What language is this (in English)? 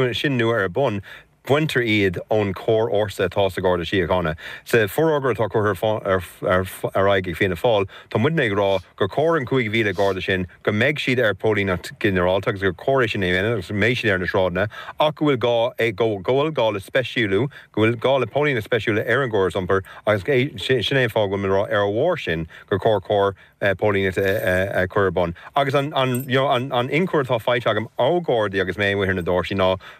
Irish